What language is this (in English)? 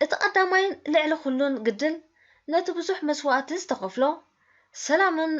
Tigrinya